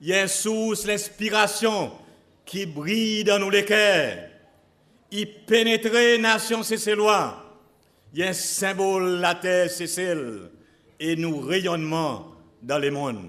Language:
Seselwa Creole French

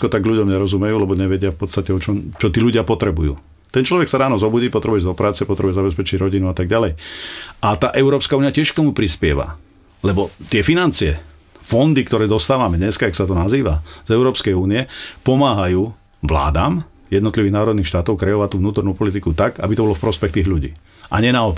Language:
Slovak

